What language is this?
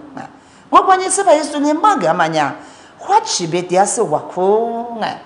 Lisu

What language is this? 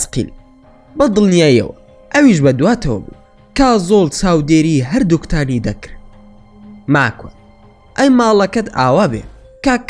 Central Kurdish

